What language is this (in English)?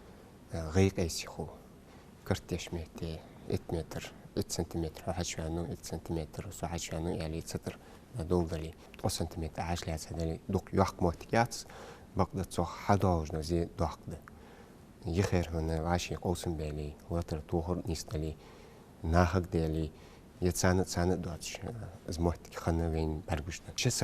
Ingush